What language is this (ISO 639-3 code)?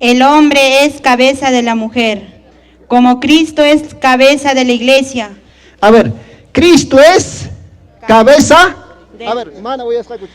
que